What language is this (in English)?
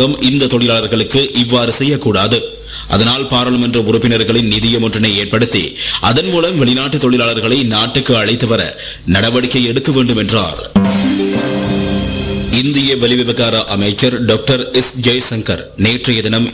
Tamil